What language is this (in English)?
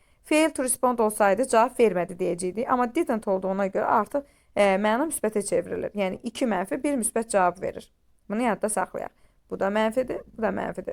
Azerbaijani